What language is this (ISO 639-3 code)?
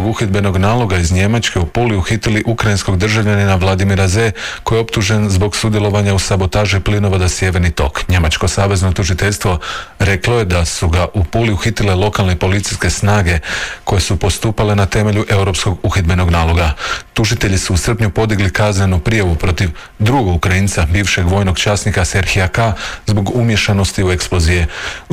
hrv